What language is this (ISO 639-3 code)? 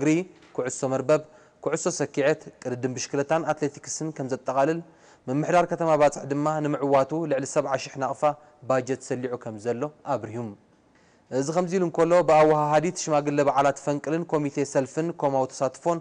tir